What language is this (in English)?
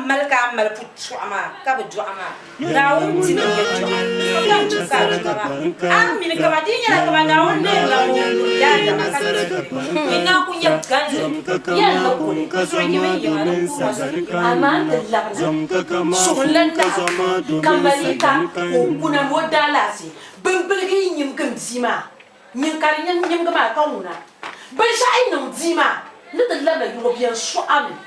Dagbani